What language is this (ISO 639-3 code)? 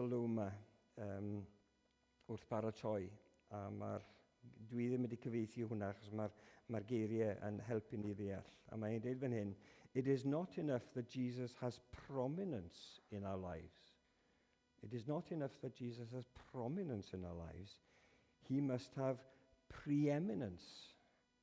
cym